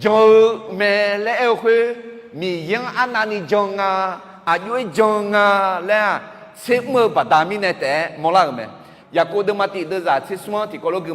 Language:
Akha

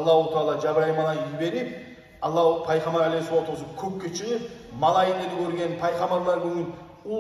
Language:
Kumyk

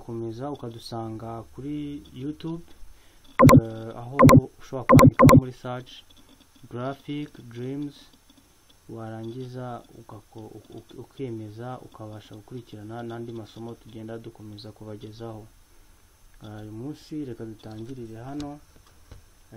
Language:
Kinyarwanda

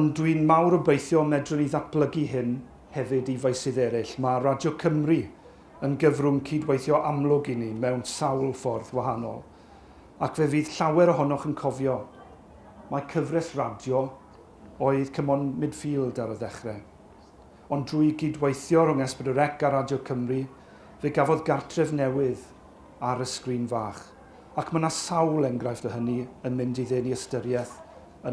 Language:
Welsh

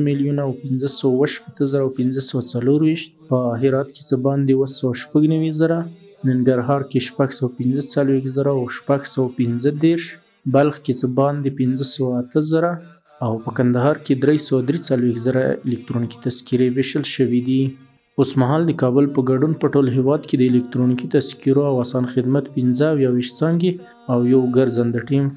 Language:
Pashto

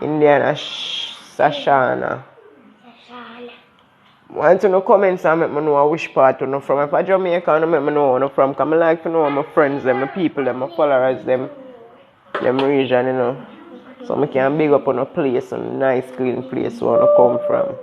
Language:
Jamaican Creole English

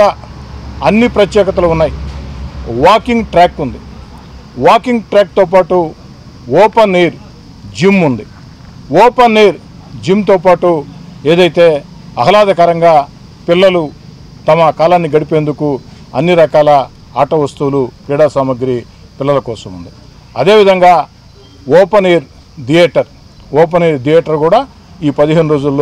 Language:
Telugu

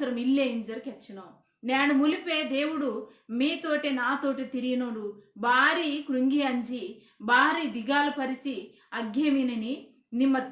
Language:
Koya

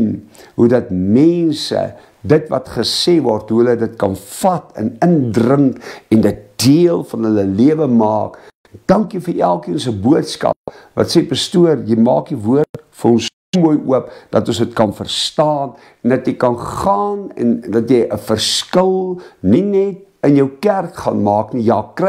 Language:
Afrikaans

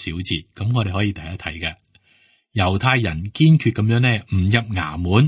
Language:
Cantonese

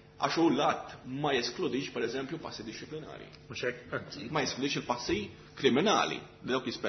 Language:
Maltese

